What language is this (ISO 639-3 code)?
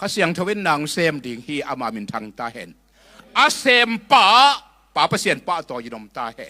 ctd